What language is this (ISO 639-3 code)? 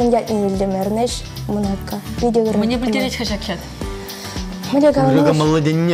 chv